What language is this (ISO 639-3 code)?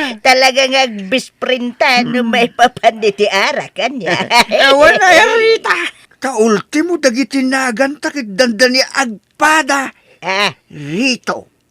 ilo